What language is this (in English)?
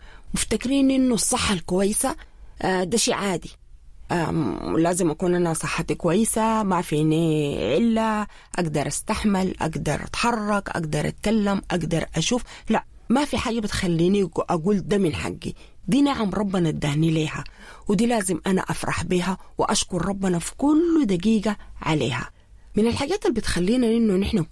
Sudanese Arabic